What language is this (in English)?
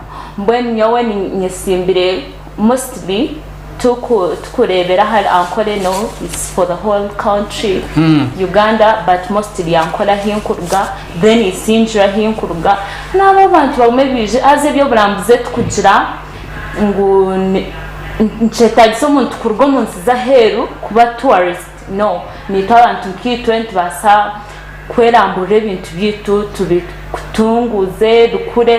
Nyankole